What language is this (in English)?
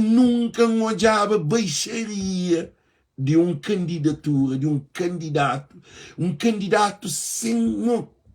Kabuverdianu